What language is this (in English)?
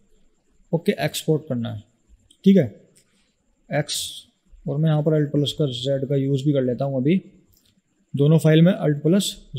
Hindi